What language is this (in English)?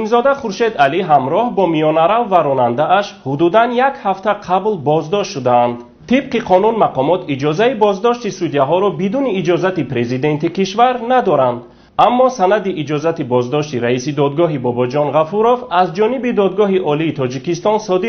Tajik